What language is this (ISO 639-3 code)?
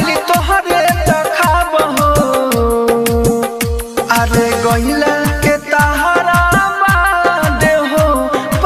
bho